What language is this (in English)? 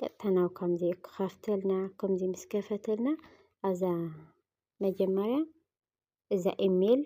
Tigrinya